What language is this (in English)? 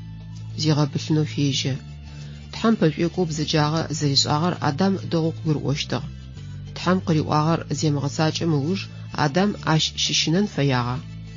Adyghe